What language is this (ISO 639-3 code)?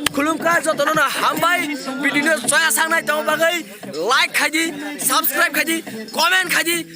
trp